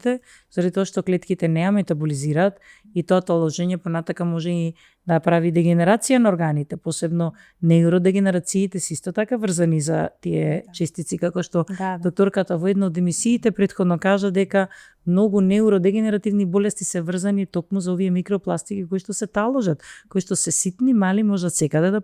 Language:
Macedonian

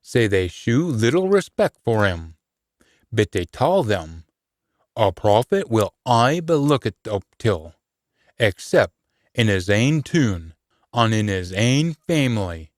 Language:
Scots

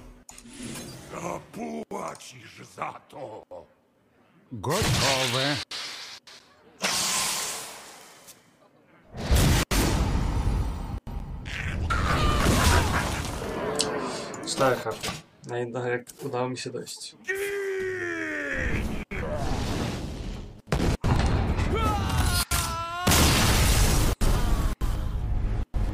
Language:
Polish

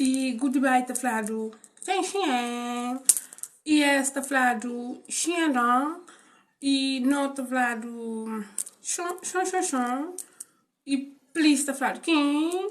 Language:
Kabuverdianu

